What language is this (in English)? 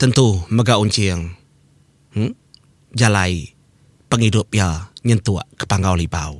Iban